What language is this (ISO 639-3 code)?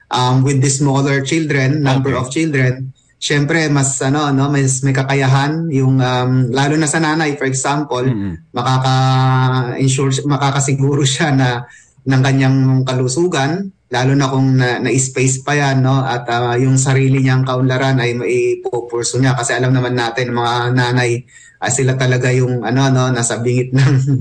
fil